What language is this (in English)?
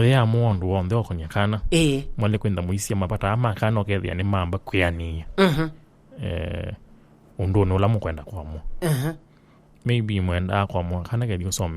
Kamba